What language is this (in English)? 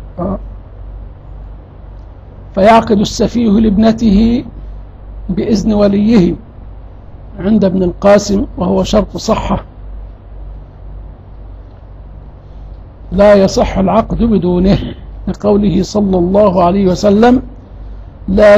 Arabic